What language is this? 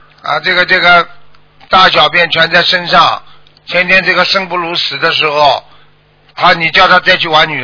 Chinese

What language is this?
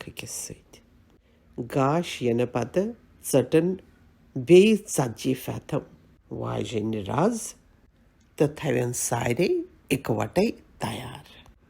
Kashmiri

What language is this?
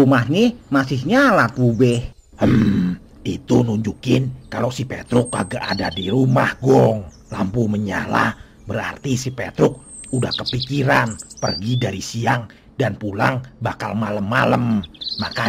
Betawi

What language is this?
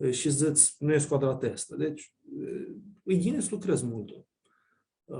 Aromanian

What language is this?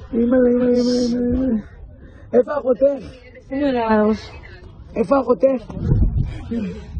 Hebrew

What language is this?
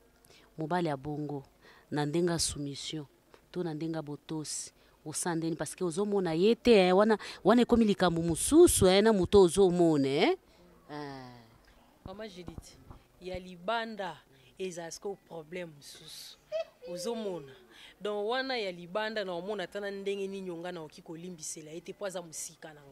Lingala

